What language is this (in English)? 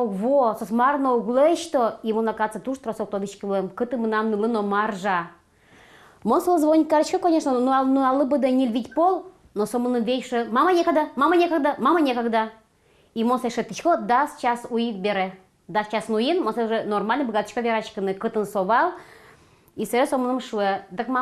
Udmurt